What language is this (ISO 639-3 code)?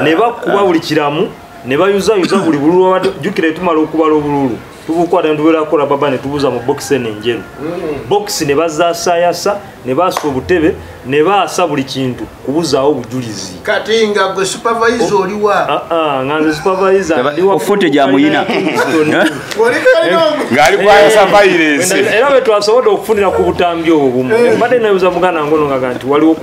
lug